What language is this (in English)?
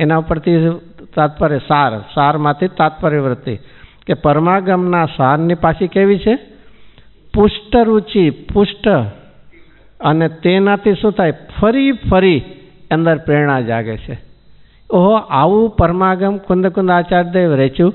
Gujarati